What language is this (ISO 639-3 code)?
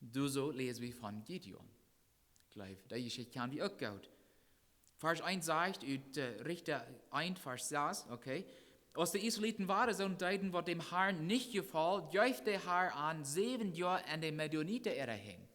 pdt